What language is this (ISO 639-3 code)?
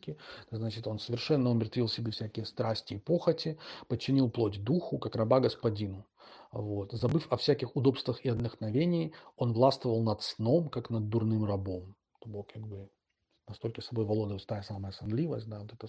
bel